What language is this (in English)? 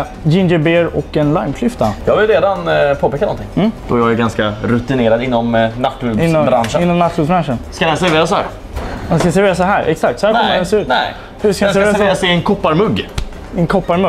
Swedish